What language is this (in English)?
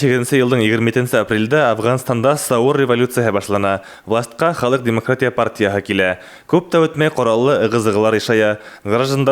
Bashkir